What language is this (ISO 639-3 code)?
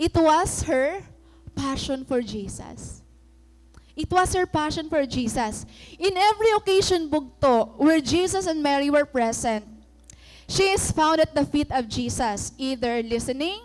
war